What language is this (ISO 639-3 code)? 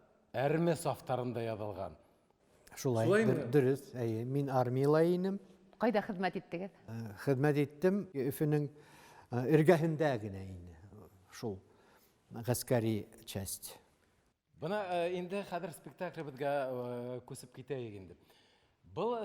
bak